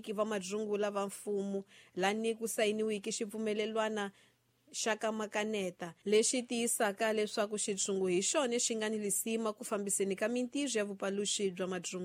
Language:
Tsonga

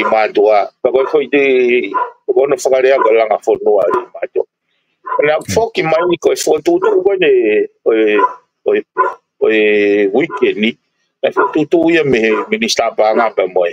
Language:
Tongan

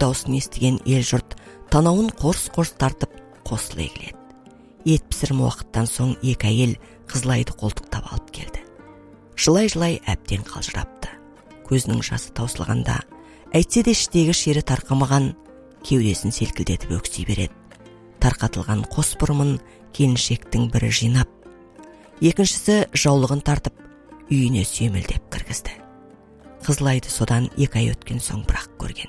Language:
Kazakh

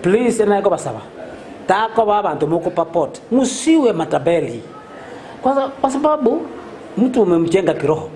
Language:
Gusii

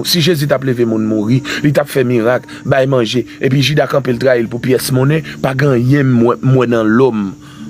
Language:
Haitian Creole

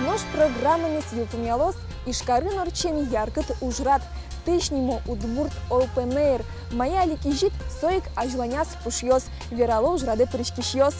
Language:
Udmurt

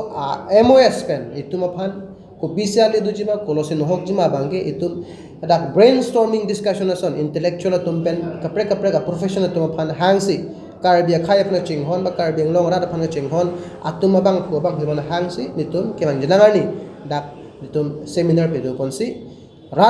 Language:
Karbi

